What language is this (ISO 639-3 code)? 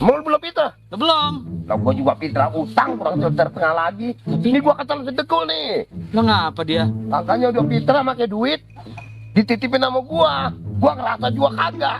bew